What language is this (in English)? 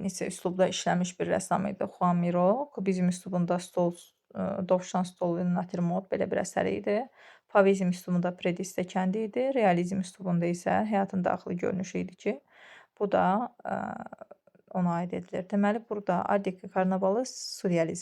Azerbaijani